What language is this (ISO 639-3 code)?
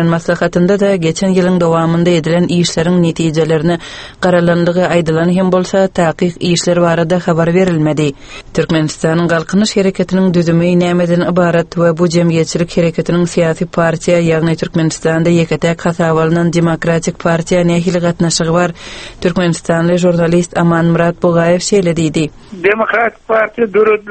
tuk